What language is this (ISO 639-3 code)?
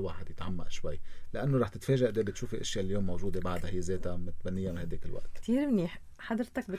apc